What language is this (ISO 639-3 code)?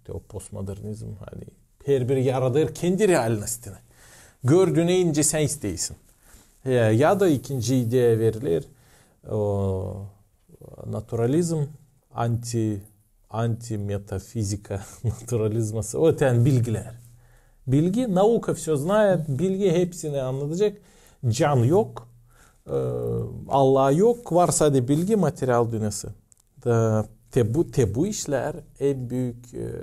gag